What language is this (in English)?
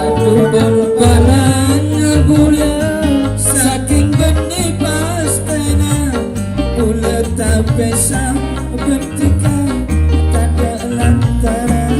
Madurese